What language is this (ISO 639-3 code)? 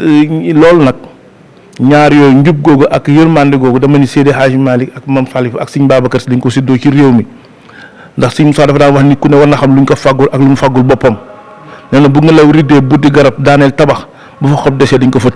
wol